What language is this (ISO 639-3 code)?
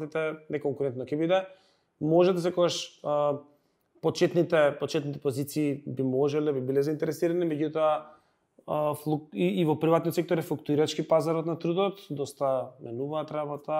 mkd